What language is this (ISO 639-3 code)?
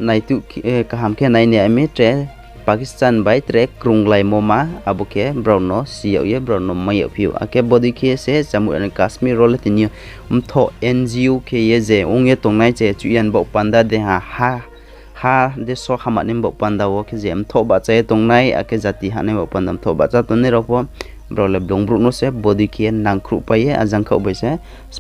ria